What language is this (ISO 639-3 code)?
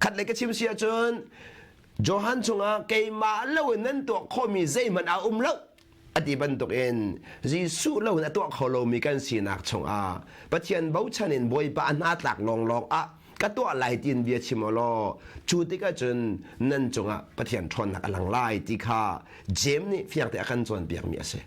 cnh